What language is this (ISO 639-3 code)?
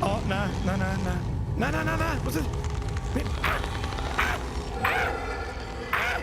bar